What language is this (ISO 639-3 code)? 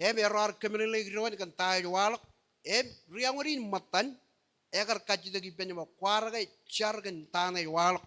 mah